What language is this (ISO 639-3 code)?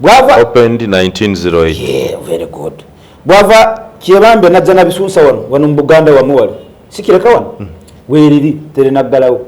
lug